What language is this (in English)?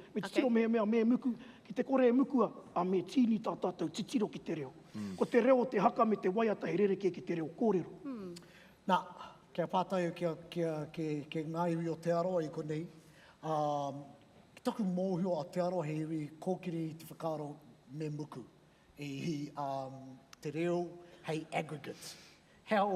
Māori